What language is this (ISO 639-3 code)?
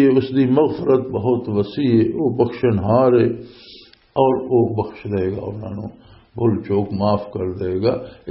lah